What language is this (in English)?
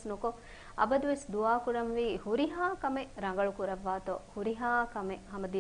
Divehi